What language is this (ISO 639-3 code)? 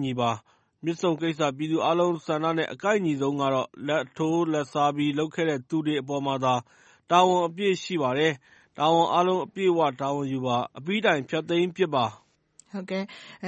mya